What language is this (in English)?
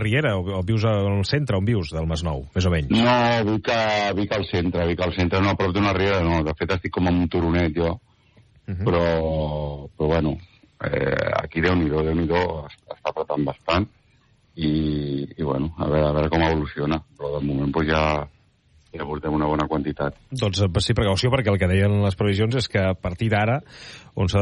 Catalan